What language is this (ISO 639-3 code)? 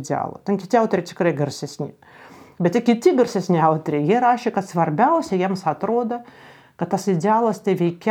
lit